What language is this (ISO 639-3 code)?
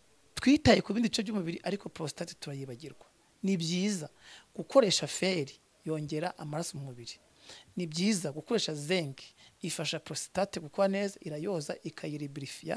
kin